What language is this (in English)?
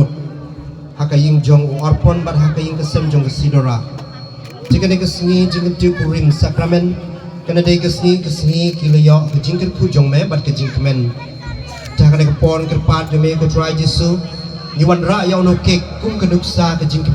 Khasi